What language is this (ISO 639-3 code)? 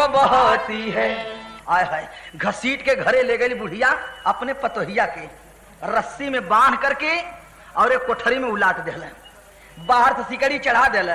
bho